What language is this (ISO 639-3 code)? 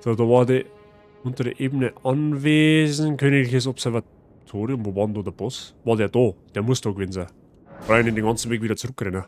bar